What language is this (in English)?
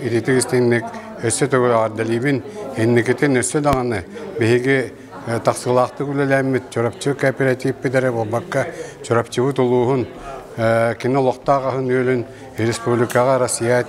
Yakut